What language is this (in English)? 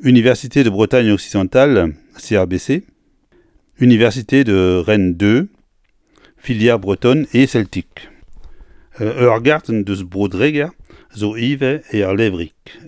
Breton